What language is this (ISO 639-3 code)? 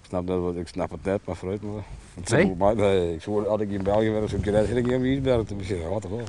fry